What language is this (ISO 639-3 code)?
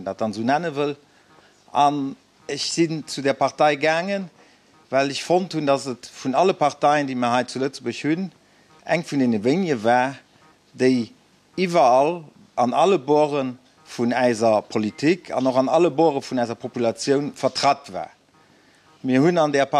ltz